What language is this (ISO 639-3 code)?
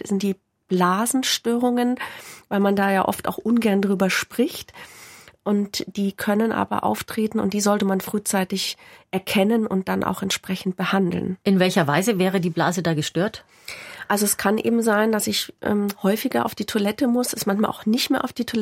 deu